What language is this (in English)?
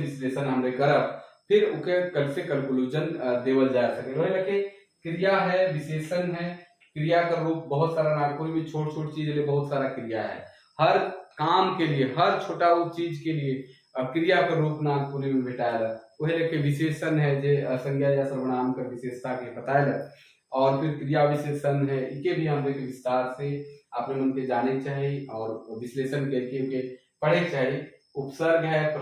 Sadri